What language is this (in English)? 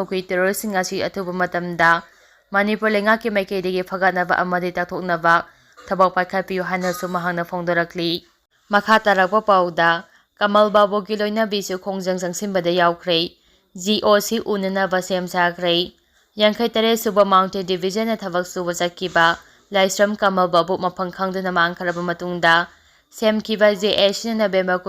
Manipuri